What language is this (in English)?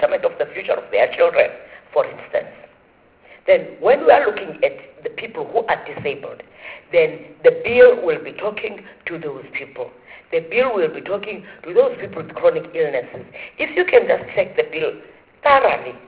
English